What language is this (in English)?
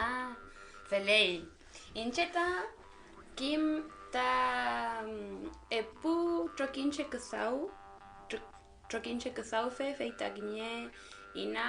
Mapuche